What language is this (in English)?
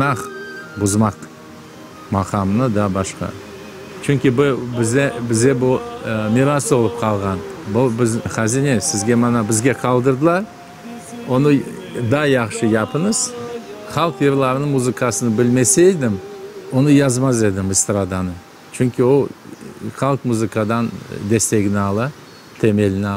Crimean Tatar